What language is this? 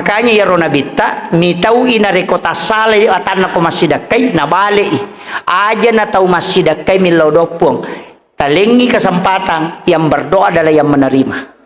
Buginese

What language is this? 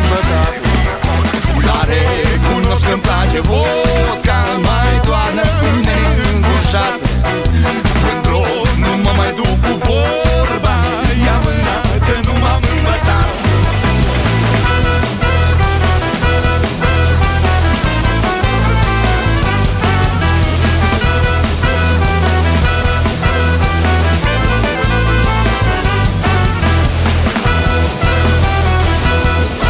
Romanian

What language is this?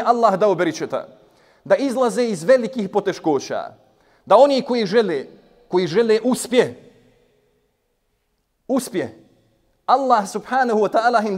Bosnian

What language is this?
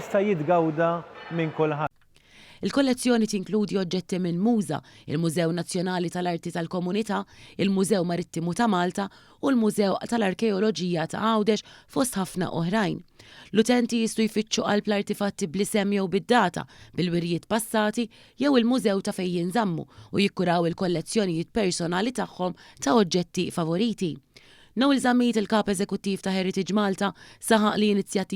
Maltese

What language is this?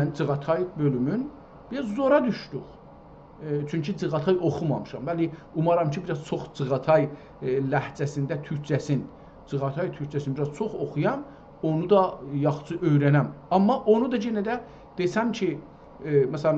South Azerbaijani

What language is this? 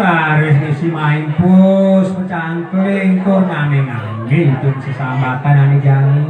Balinese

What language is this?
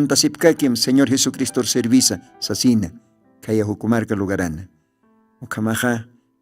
Aymara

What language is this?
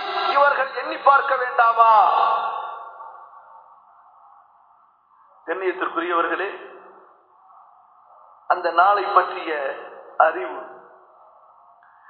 Tamil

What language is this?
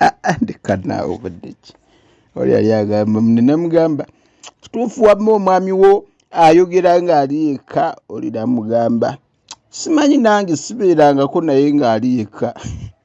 Ganda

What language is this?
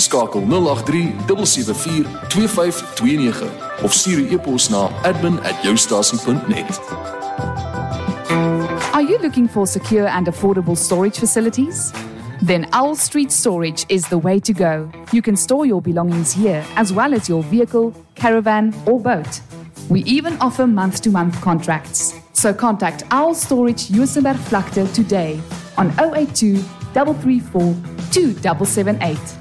Afrikaans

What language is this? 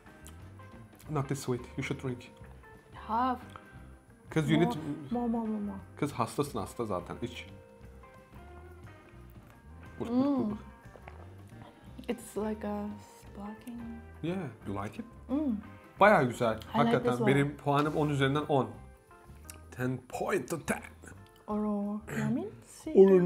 Turkish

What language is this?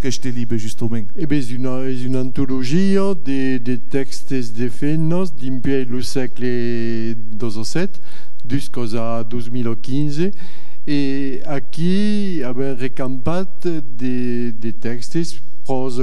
Occitan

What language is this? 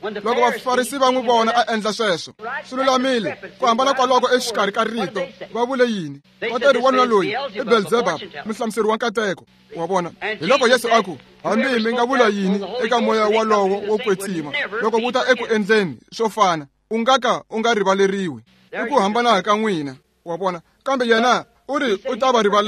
Tsonga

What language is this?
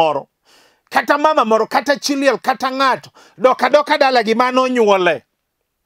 Luo (Kenya and Tanzania)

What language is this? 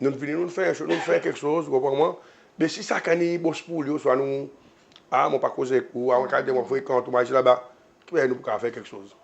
Seselwa Creole French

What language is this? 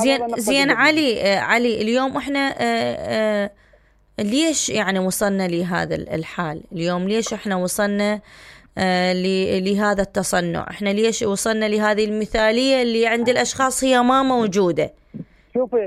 Mesopotamian Arabic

